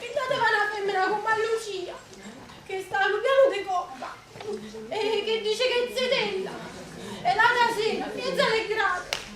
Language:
Neapolitan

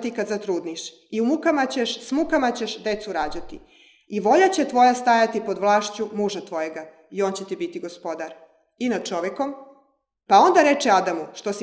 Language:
Serbian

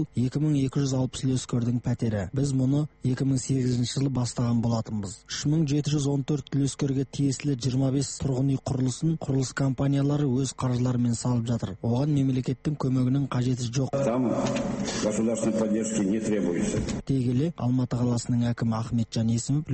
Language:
Kazakh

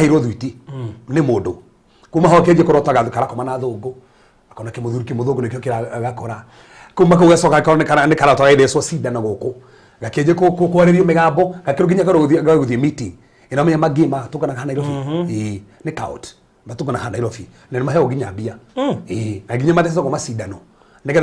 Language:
Kikuyu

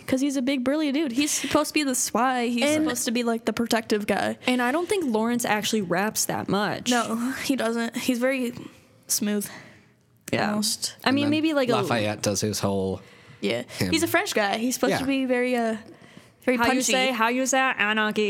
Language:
English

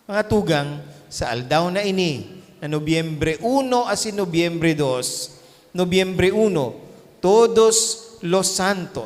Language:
Bikol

